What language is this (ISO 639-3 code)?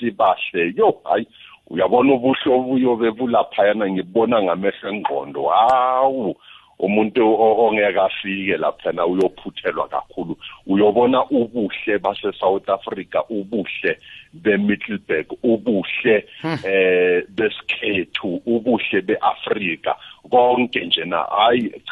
nbl